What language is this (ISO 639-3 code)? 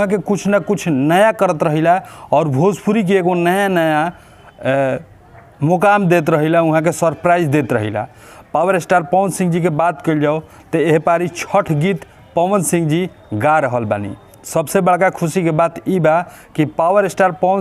bho